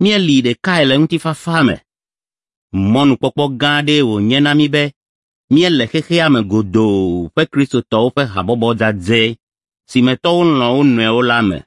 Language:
Ewe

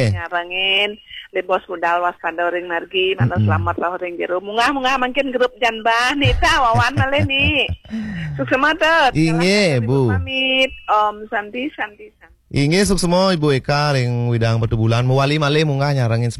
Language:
Balinese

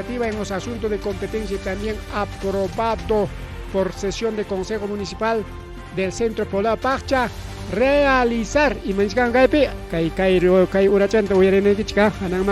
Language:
Ayacucho Quechua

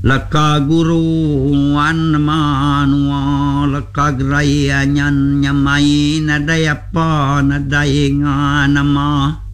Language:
Iban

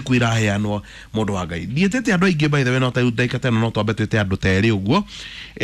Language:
Kikuyu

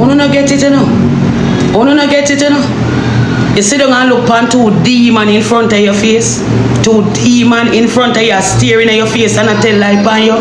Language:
Jamaican Creole English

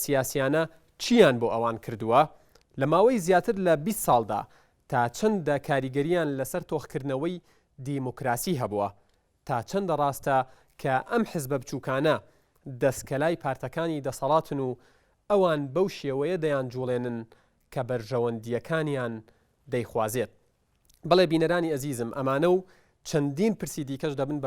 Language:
Central Kurdish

